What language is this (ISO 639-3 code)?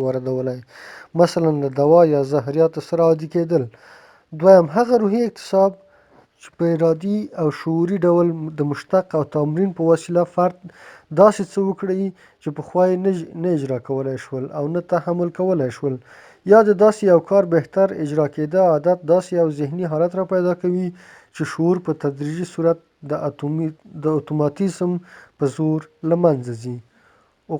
pus